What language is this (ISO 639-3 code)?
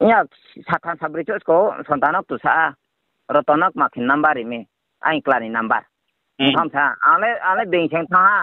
ria